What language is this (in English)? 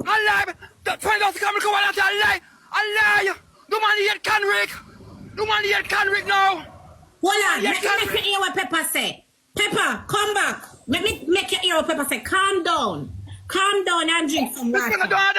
Jamaican Creole English